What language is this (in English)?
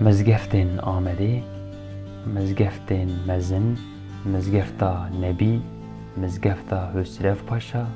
Kurdish